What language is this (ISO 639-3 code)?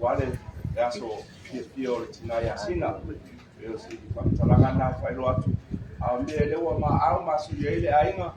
smo